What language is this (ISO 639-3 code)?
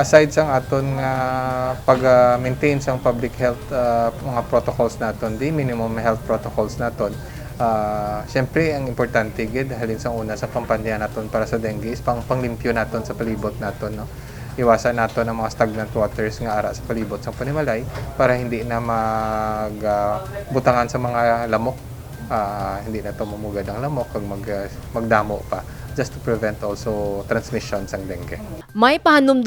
hil